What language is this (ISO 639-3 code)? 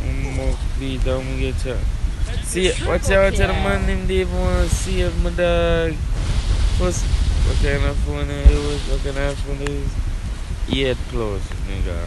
jam